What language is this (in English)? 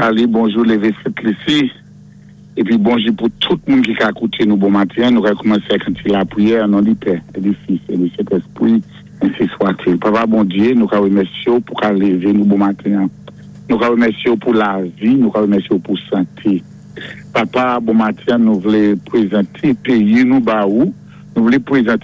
Saint Lucian Creole French